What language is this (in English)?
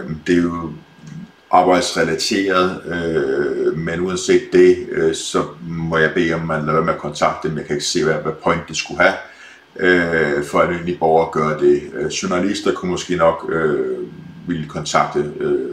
Danish